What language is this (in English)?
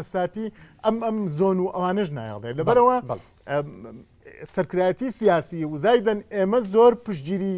Central Kurdish